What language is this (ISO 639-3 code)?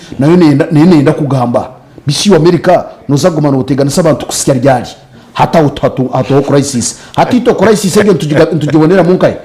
nyn